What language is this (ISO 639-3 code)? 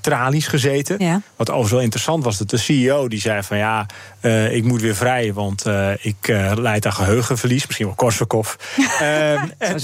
nld